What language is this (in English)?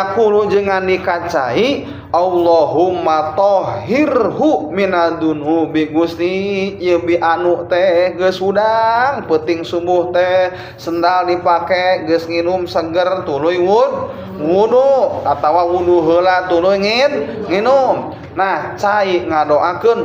Sundanese